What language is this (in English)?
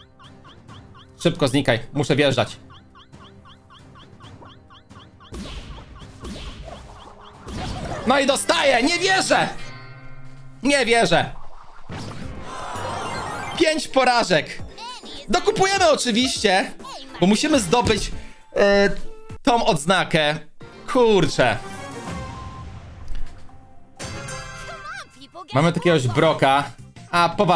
Polish